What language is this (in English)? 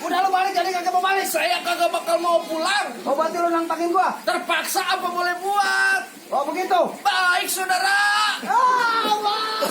Betawi